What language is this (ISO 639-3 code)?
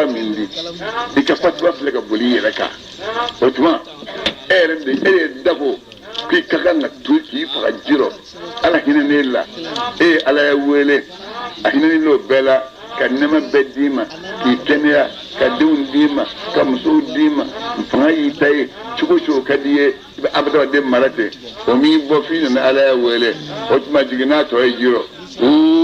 bam